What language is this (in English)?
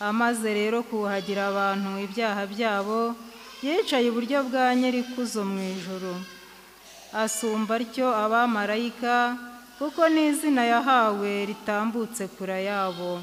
Kinyarwanda